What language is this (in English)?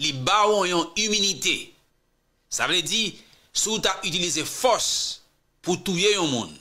Haitian Creole